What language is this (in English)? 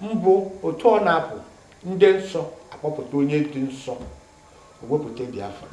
Igbo